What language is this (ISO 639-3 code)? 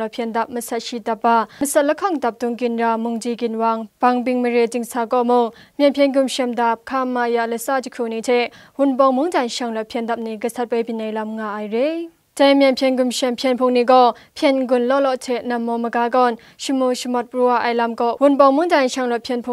kac